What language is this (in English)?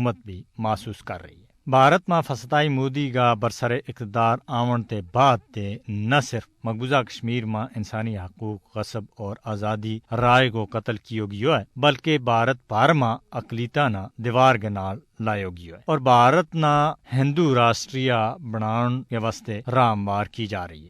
Gujari